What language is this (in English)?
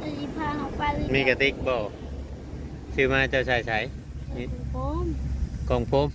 Northeastern Thai